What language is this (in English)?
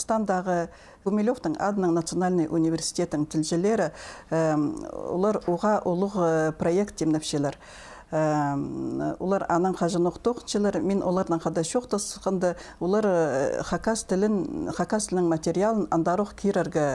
Khakas